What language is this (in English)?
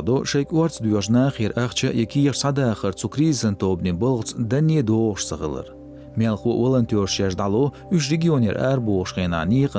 Chechen